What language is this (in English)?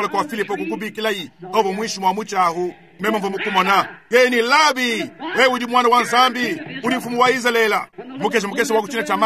Luba-Lulua